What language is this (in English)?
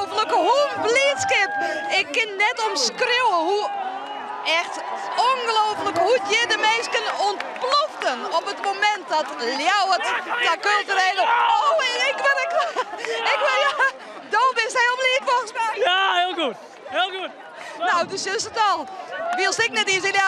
Western Frisian